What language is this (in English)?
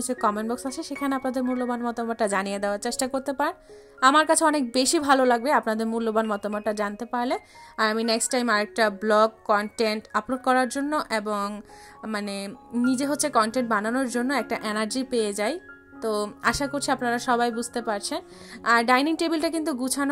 Bangla